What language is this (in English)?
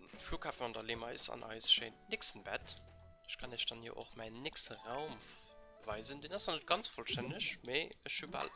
Luxembourgish